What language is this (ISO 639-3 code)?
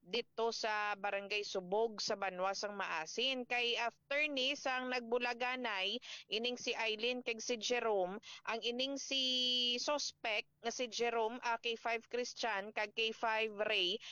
hil